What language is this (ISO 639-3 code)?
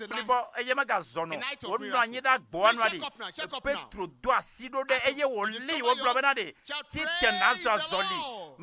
ewe